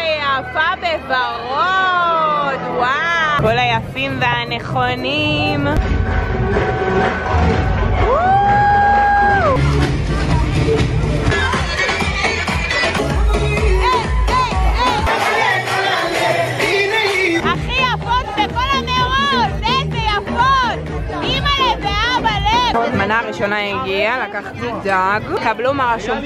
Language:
Hebrew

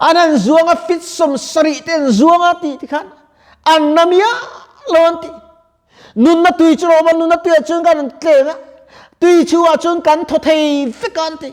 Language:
Mizo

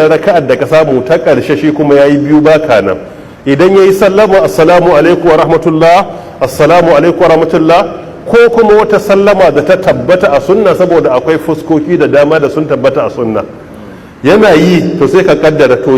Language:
Hausa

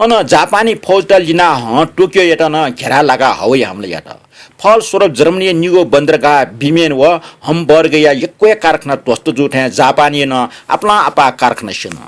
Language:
Newari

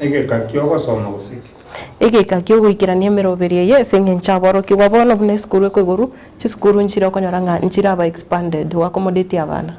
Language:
Gusii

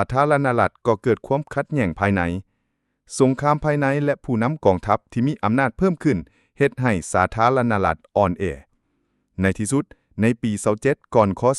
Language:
Lao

